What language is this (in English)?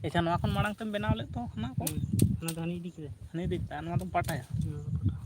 Santali